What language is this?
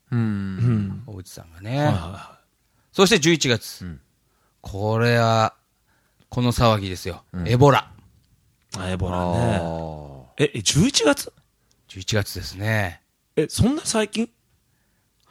Japanese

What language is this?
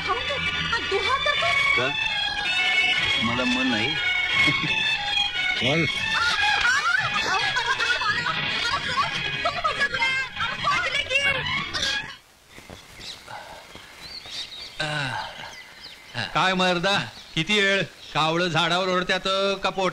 Marathi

